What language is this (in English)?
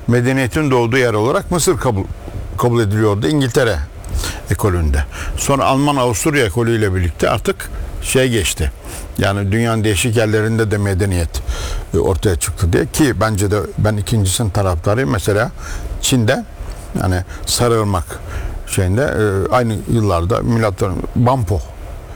Turkish